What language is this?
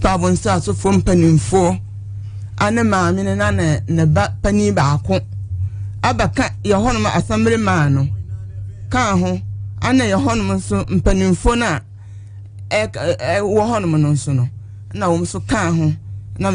Akan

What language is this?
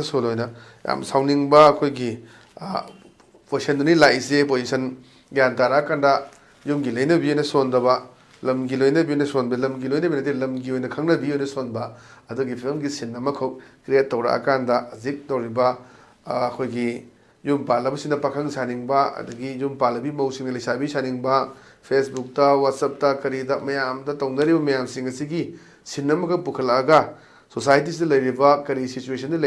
Manipuri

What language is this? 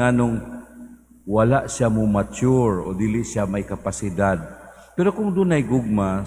Cebuano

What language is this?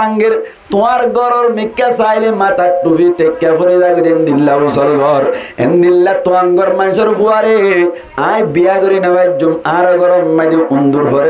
Rohingya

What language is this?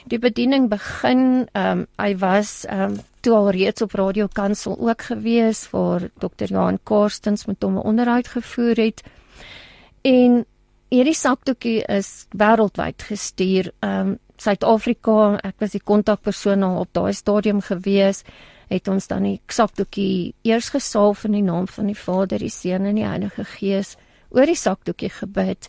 Afrikaans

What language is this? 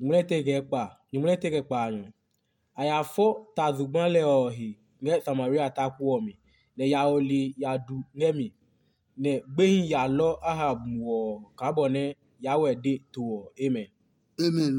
Adangme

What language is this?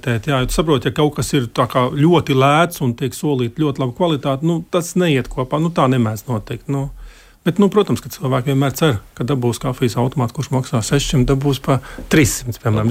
Latvian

